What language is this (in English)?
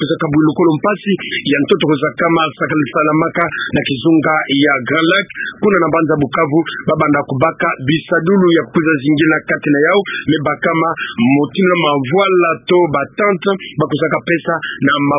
Kituba (Democratic Republic of Congo)